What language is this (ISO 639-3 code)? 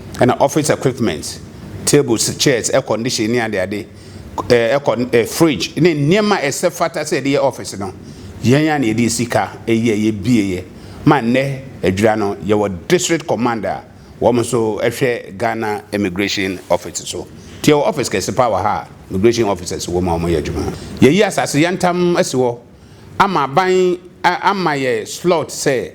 aka